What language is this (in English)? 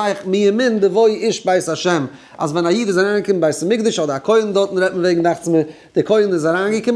Yiddish